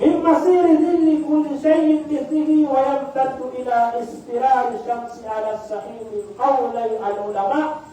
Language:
Maranao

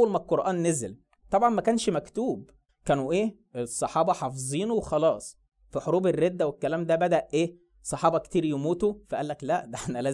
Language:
Egyptian Arabic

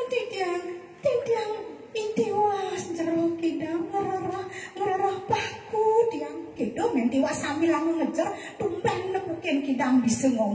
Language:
Balinese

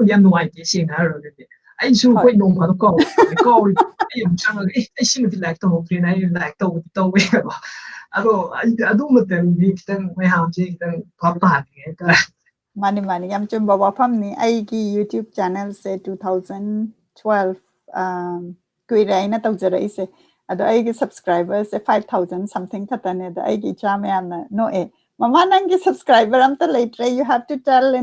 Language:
Manipuri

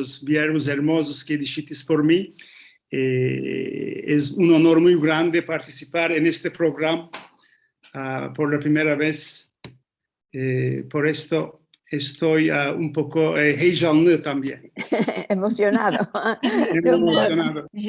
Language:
Ladino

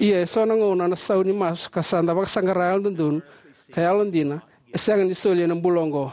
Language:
Fijian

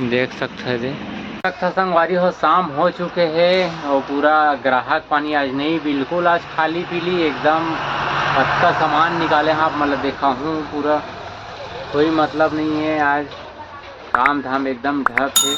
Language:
Chhattisgarhi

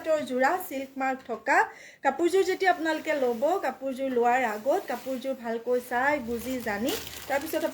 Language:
Assamese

